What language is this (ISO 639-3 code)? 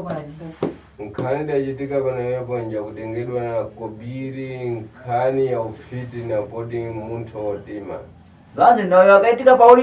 sna